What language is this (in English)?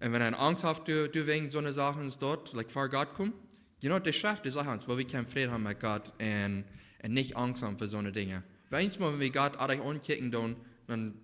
Plautdietsch